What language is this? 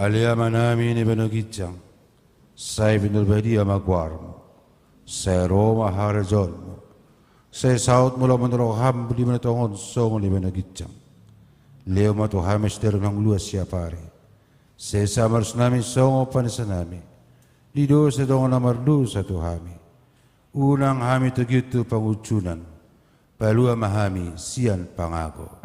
Batak Toba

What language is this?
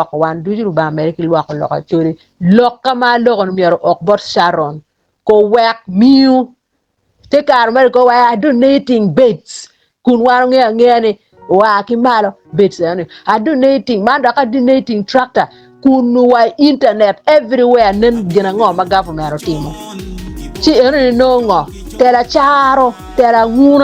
Acoli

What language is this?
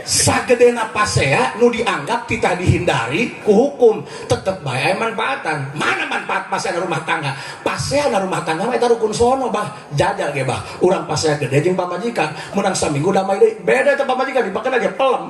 Sundanese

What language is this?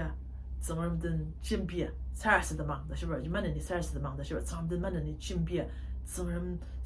Ao Naga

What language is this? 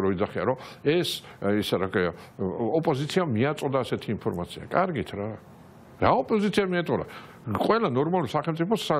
Georgian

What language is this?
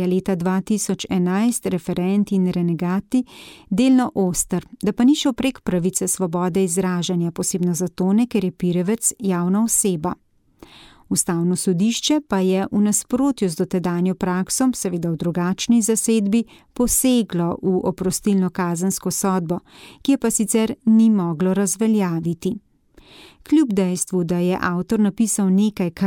Slovenian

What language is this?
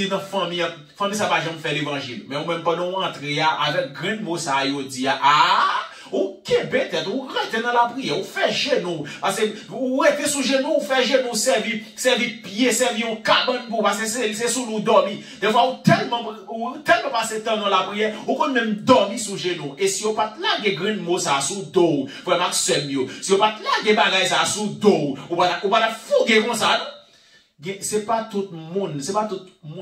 Haitian Creole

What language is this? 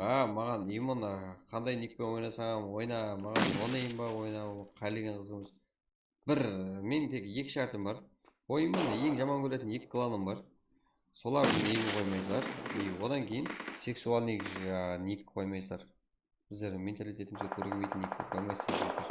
Kara-Kalpak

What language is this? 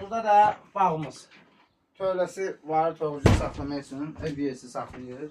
Azerbaijani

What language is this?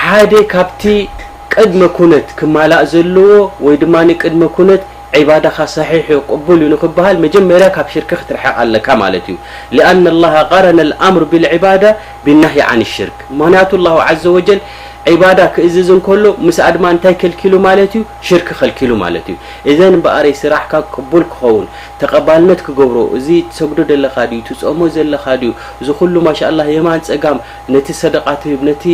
Tigrinya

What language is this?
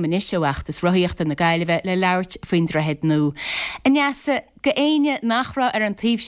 Irish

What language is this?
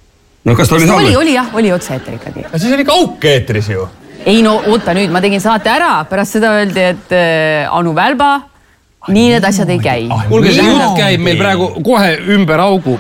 Estonian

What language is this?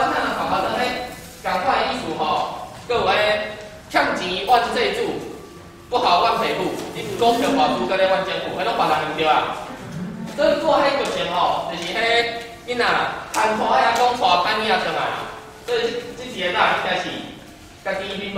Min Nan Chinese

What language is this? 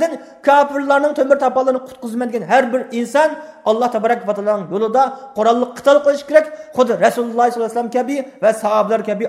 Uyghur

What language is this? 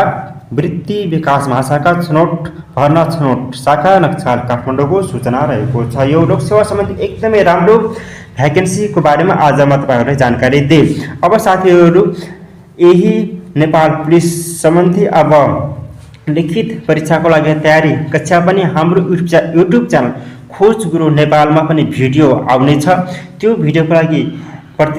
Nepali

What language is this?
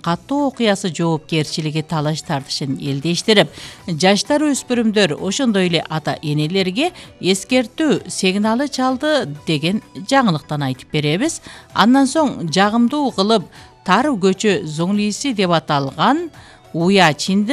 Kyrgyz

